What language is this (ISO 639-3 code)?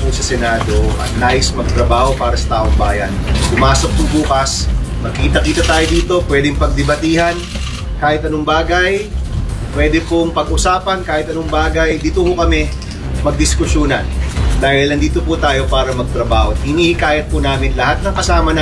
fil